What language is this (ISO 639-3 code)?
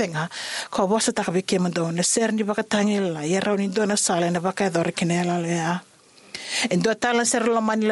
fij